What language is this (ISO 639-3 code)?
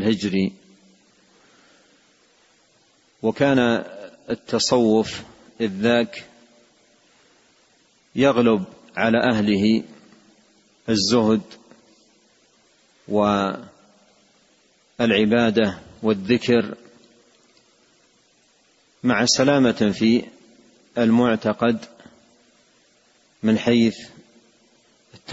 ara